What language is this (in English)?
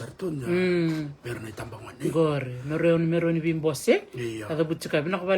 Fijian